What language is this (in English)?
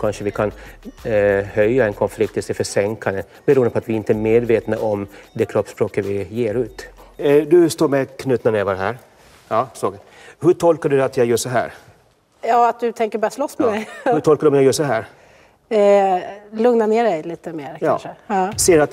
Swedish